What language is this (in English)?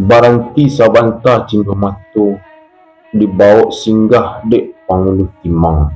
Minangkabau